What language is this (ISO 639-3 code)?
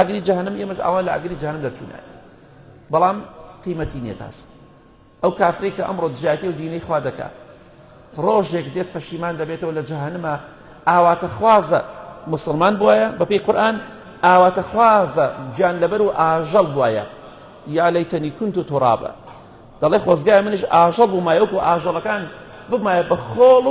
ckb